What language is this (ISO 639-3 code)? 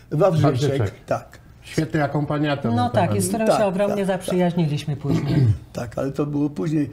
pol